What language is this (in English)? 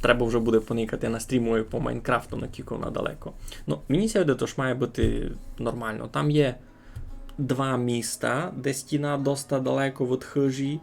Rusyn